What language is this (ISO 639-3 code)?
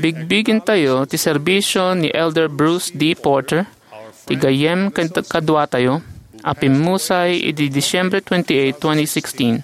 ilo